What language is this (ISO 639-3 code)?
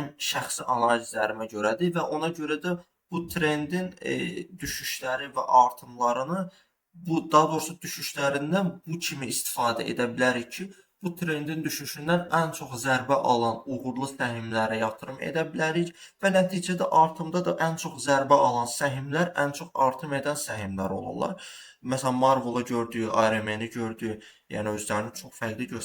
aze